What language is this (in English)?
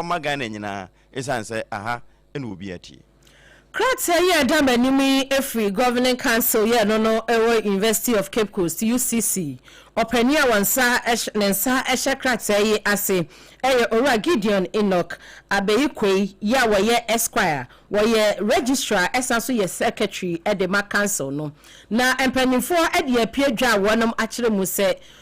Akan